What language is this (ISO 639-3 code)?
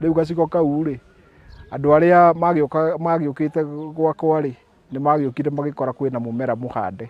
kik